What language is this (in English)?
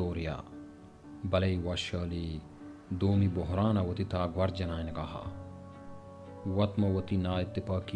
Baluchi